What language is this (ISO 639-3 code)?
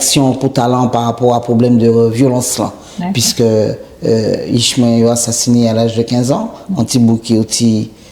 gcf